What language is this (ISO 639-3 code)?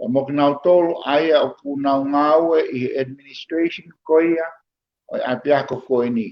ton